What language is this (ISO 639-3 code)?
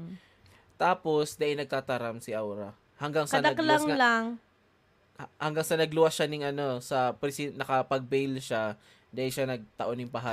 bik